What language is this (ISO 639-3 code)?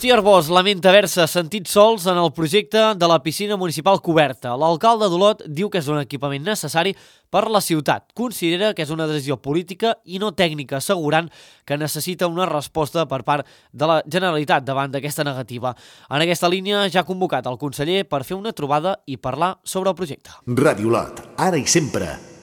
cat